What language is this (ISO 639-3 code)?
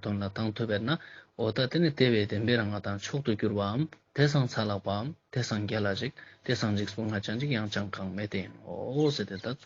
lbj